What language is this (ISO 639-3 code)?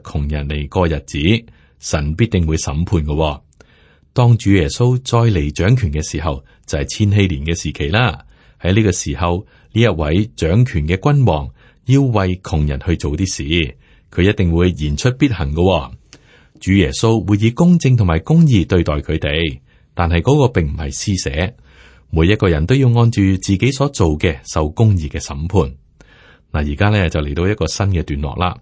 yue